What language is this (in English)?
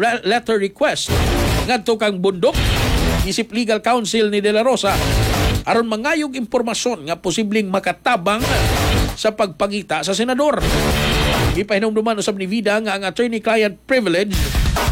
Cebuano